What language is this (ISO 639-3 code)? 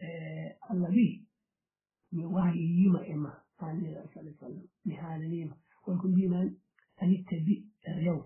ful